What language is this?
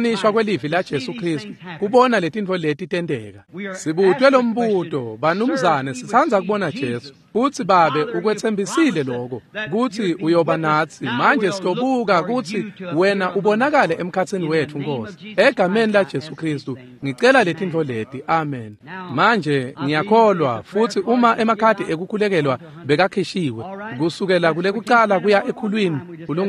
Swati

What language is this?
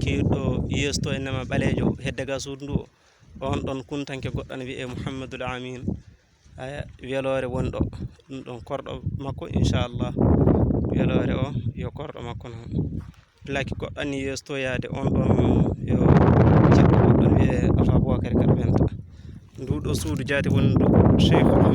Fula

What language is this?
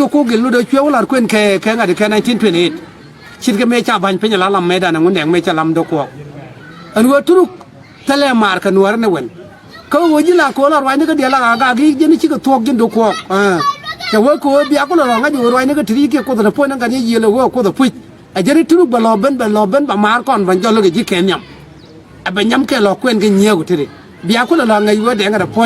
Nuer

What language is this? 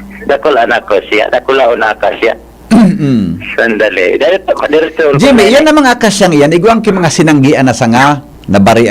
Bikol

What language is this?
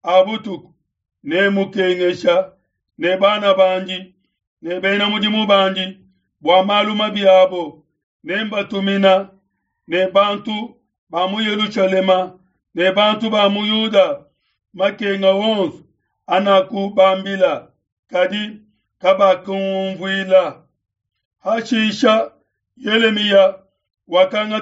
Luba-Lulua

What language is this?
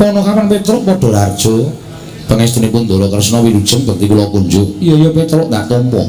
Javanese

